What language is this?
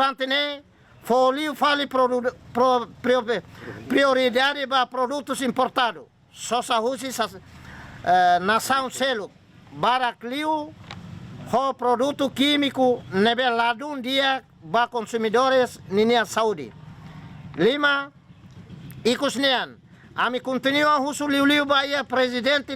Tetum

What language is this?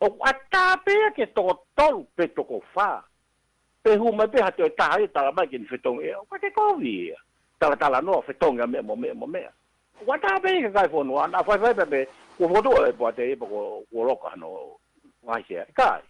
Tongan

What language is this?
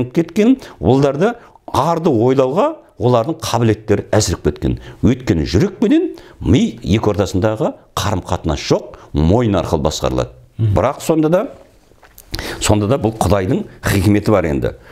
Kazakh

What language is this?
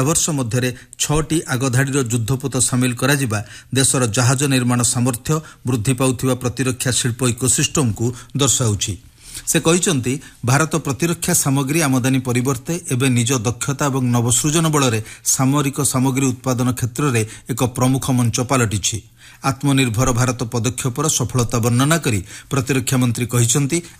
Odia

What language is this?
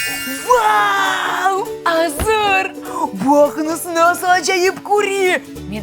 Crimean Tatar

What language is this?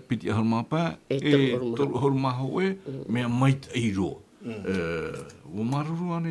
Tahitian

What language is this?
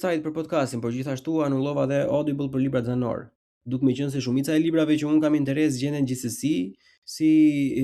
Albanian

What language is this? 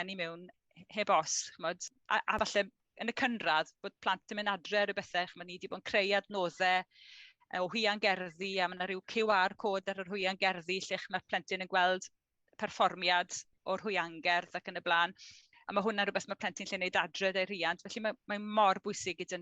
Welsh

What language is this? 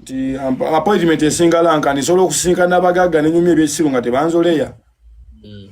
Ganda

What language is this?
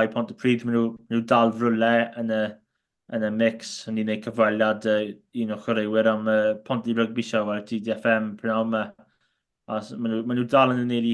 Welsh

